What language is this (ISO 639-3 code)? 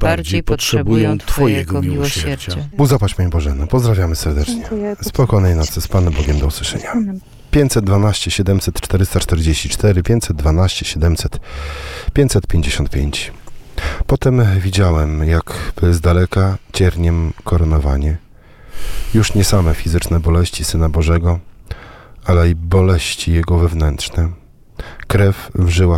pol